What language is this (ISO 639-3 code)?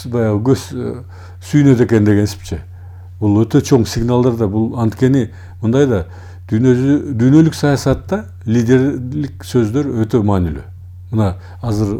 kir